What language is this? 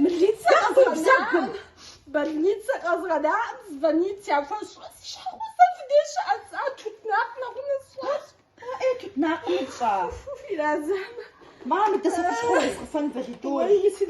Kabardian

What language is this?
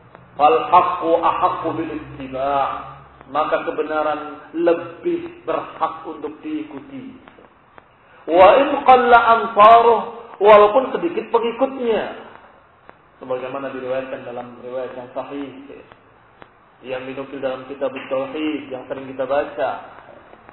Indonesian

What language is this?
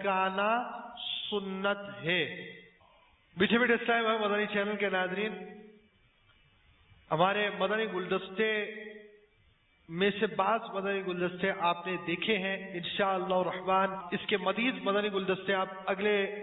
Urdu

